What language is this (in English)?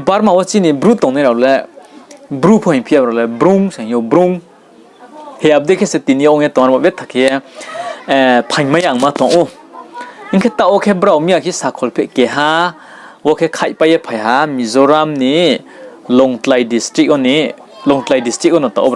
Riang (India)